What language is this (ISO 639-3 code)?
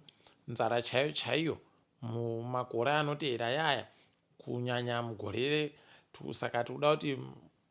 ndc